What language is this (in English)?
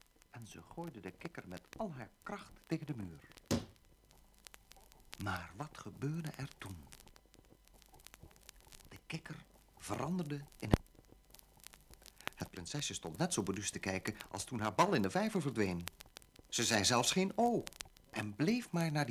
Dutch